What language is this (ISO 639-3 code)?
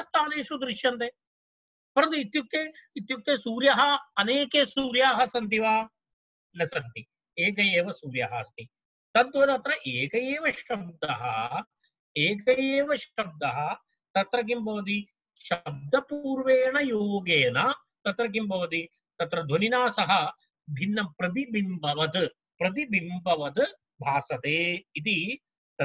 san